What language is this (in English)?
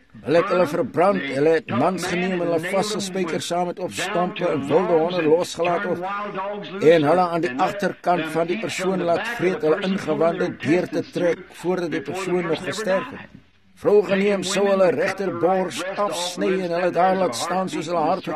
Afrikaans